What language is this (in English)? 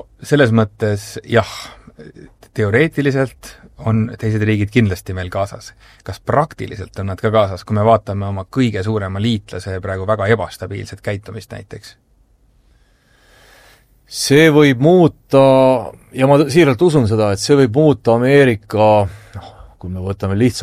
Estonian